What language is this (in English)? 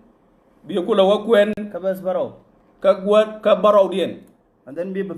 Nuer